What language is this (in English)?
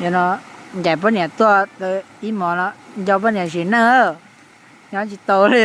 Hmong